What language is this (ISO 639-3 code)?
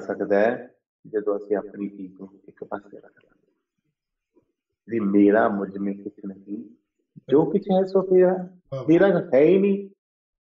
pan